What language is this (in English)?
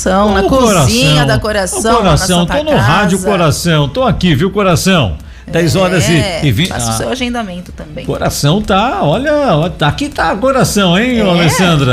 Portuguese